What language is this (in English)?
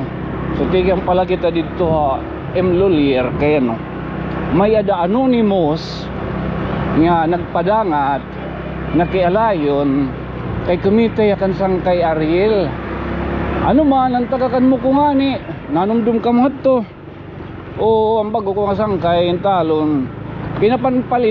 Waray